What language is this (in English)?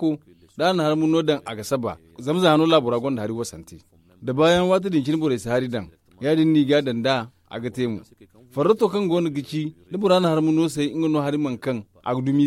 Zarma